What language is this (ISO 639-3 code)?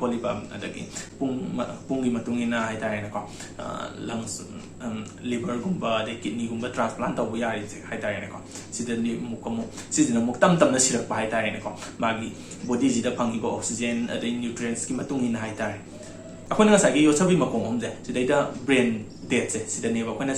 mni